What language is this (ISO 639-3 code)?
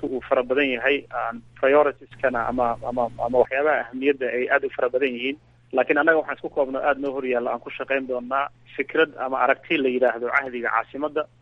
som